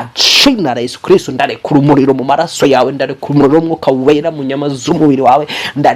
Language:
Kinyarwanda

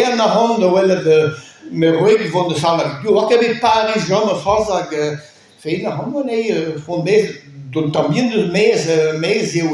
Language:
Breton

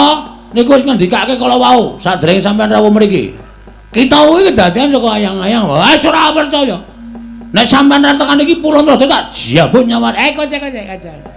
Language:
Javanese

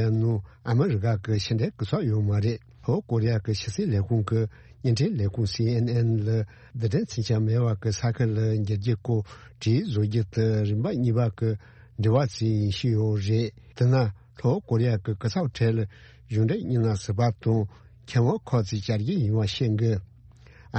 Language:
Tibetan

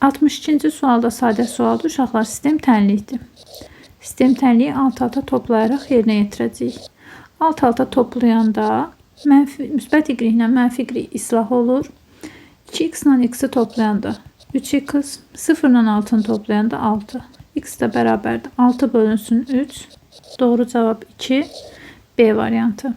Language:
Azerbaijani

